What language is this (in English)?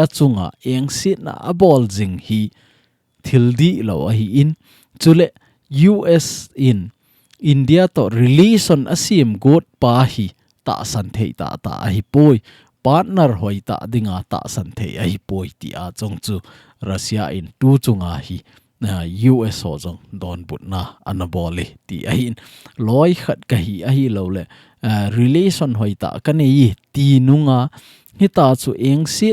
Thado Chin